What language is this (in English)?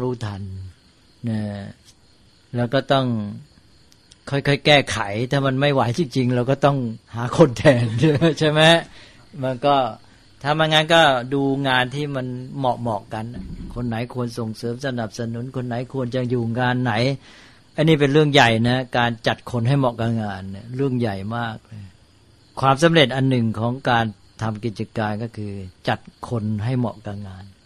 Thai